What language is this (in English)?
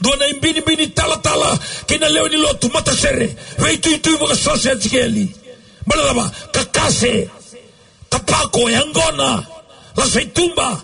Fijian